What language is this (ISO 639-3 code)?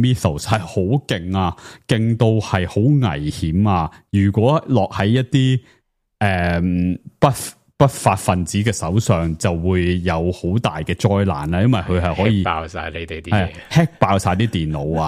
yue